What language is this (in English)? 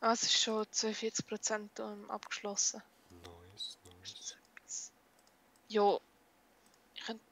Swiss German